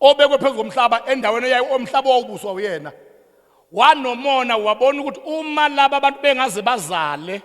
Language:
Zulu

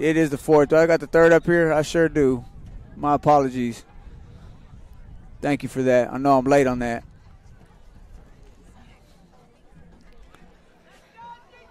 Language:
English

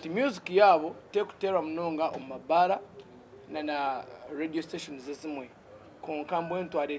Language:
Nyankole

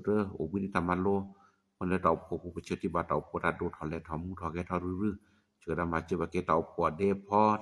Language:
S'gaw Karen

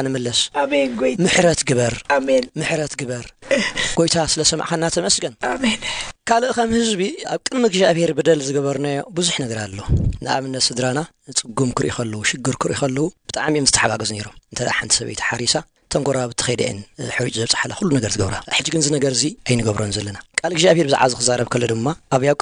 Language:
Tigrinya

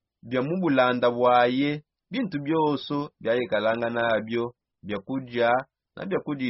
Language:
Songe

